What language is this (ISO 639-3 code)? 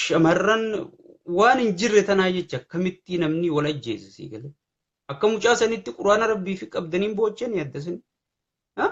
orm